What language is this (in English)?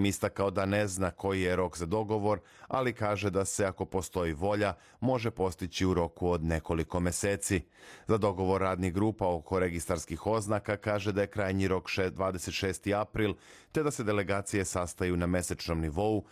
Serbian